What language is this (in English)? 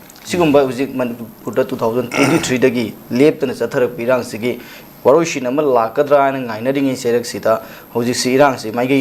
Manipuri